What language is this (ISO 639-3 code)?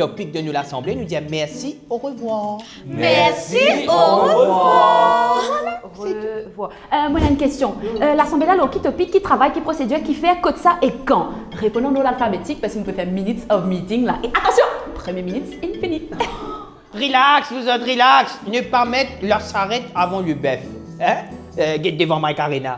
mfe